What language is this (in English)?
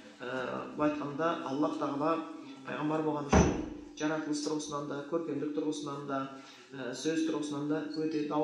Kazakh